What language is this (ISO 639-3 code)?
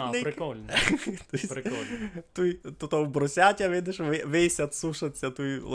rue